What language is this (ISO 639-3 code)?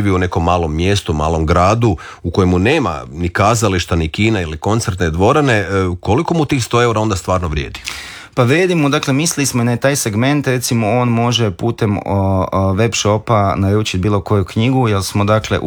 hrv